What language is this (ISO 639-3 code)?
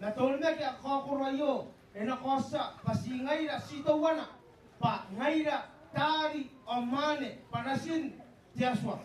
gil